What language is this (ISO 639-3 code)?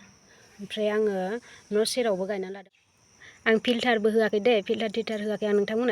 brx